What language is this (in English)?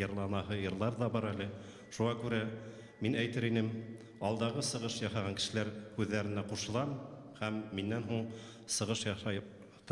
Bashkir